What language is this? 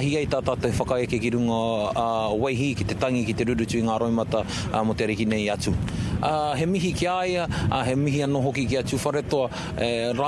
Māori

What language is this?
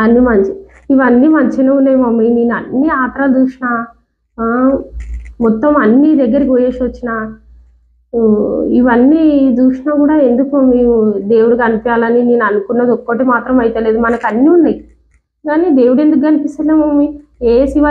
Telugu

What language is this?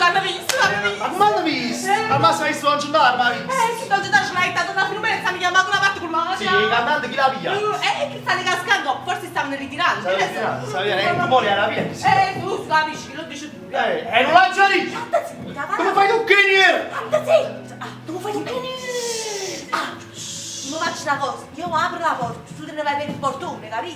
Neapolitan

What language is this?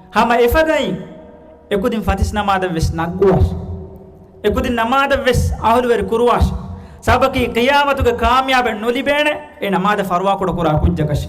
Divehi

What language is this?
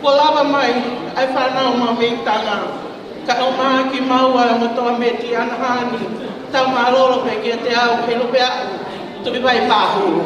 Tongan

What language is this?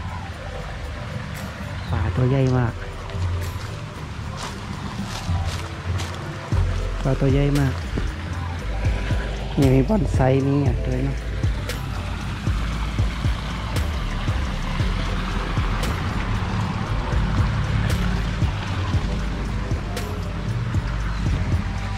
Thai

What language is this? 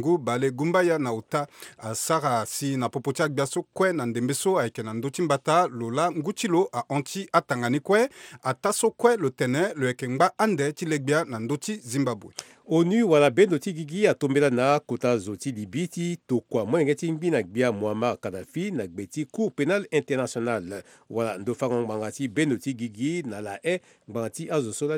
Sango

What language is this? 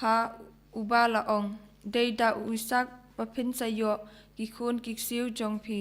Khasi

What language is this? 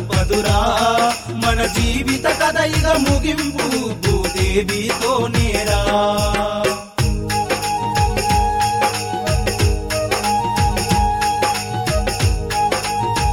Telugu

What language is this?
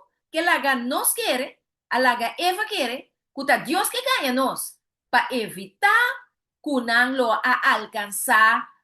Papiamento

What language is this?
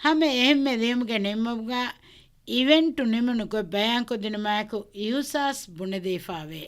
Divehi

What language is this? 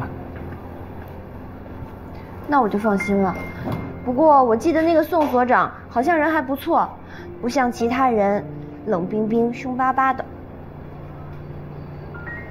Chinese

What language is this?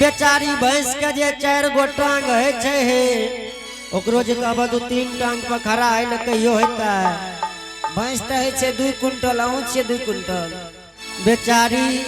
Angika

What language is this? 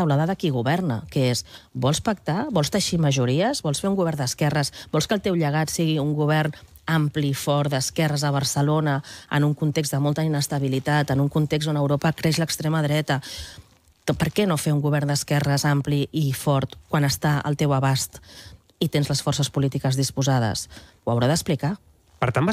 Catalan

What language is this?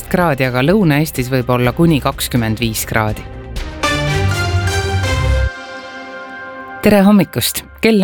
Estonian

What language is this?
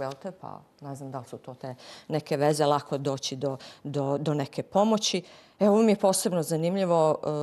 Bosnian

